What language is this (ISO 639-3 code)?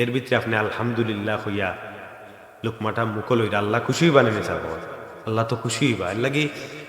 syl